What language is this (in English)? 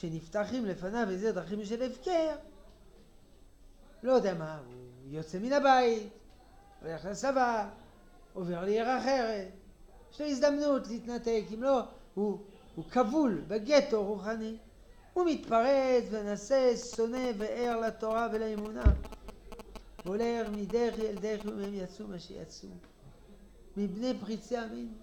Hebrew